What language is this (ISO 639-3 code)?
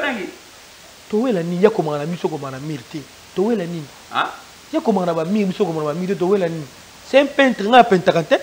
lin